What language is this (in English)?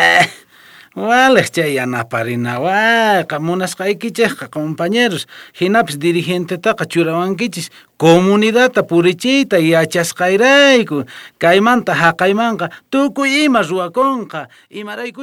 South Bolivian Quechua